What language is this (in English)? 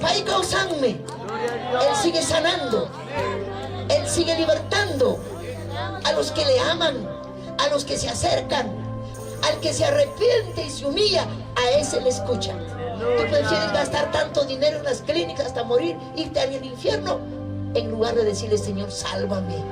Ayacucho Quechua